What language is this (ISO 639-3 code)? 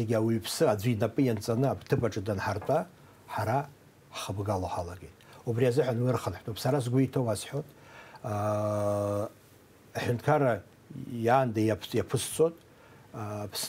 abk